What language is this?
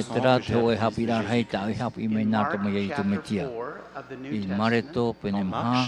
Tahitian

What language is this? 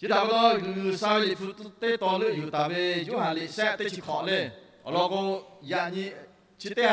Lahu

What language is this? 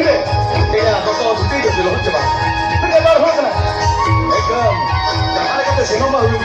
Santali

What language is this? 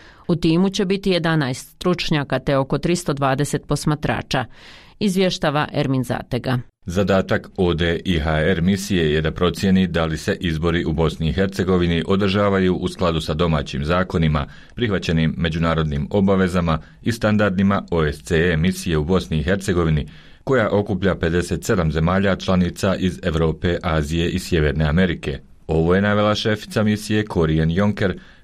Bosnian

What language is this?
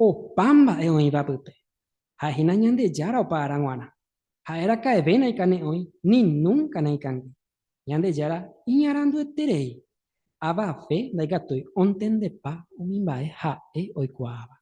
Guarani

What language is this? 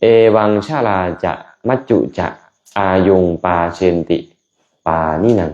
Lao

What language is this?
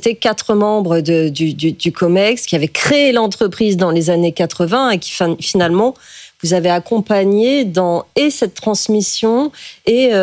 French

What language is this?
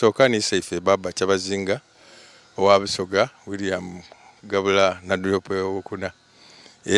Soga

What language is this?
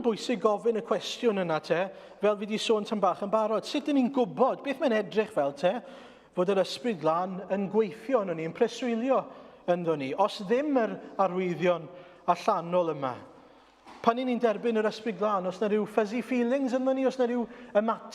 Welsh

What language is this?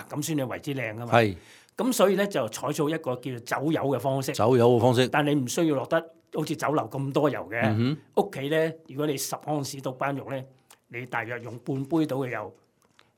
Cantonese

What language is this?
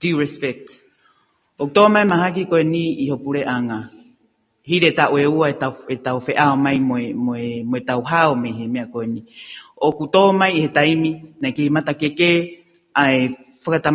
Tongan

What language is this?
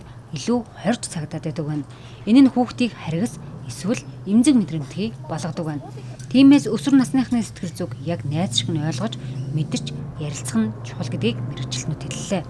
Mongolian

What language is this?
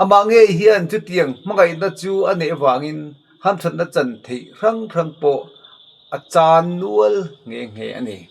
Mizo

